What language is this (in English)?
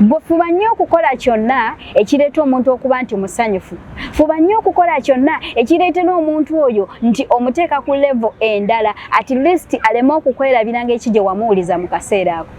Ganda